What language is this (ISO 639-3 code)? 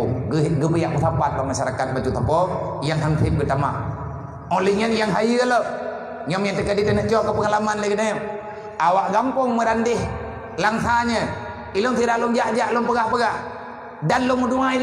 ace